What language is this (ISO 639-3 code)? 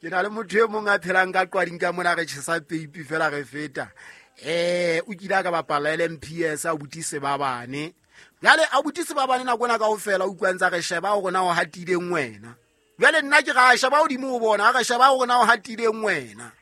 sot